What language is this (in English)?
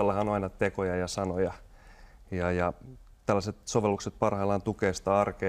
Finnish